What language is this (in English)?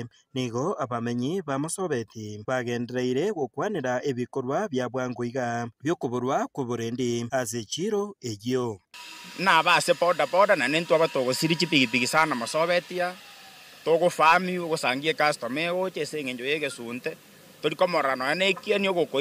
Gusii